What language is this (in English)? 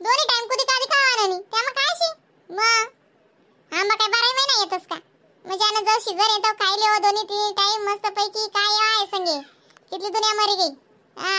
Khandesi